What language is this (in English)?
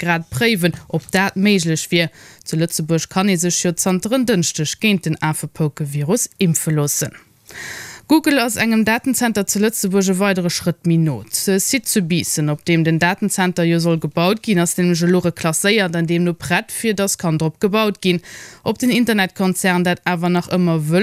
Luxembourgish